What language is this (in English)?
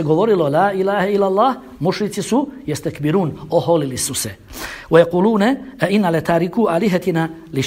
Bosnian